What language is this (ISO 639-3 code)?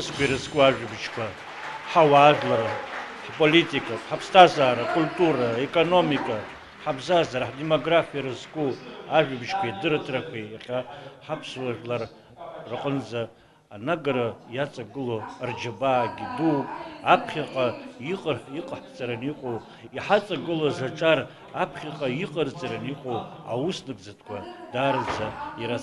abk